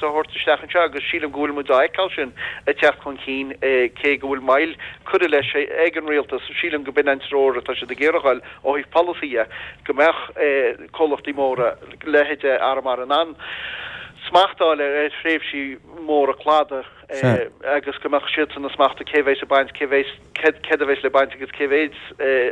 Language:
Irish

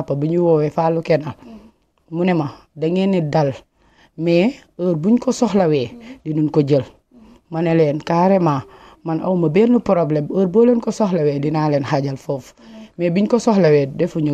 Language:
Wolof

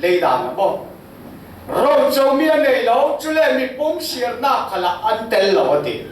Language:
Falam Chin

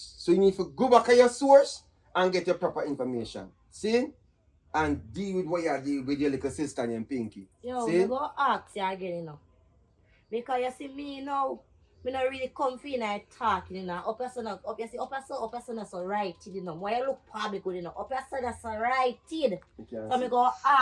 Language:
Jamaican Creole English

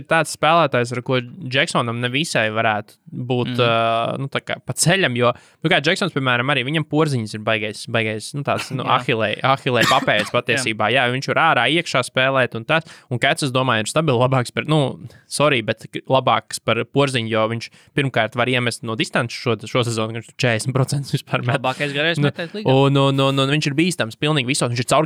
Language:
Latvian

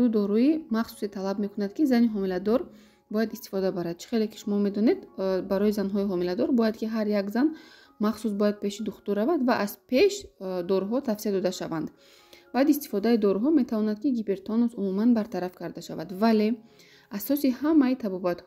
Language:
Tajik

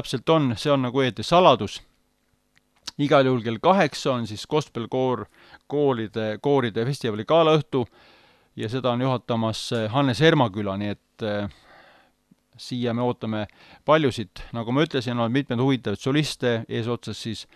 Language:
Estonian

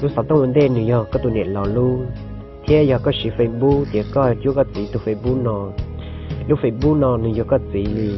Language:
Hmong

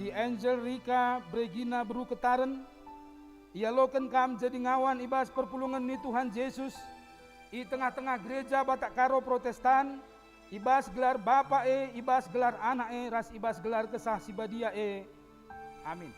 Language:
Batak Karo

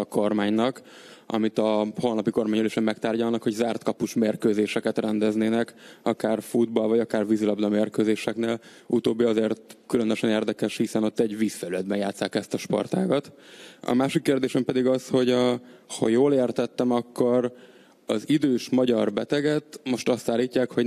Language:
Hungarian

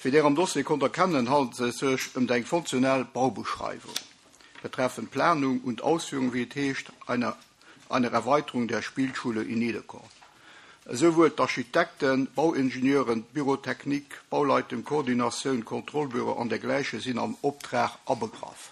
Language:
Luxembourgish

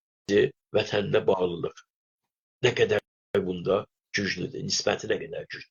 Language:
South Azerbaijani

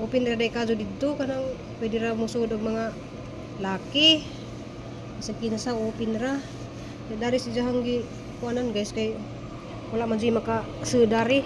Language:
Cebuano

